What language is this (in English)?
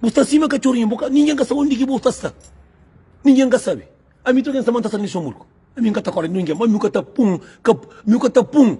Kabuverdianu